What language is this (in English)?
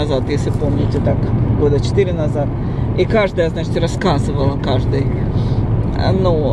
Russian